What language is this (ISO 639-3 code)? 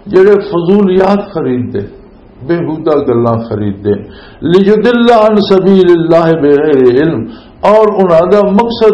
lah